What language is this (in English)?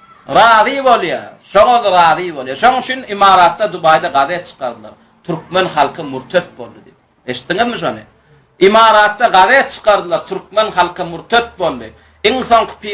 Turkmen